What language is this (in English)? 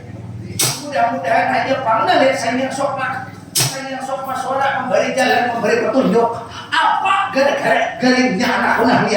Banjar